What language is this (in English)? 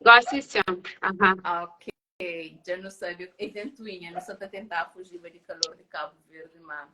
Kabuverdianu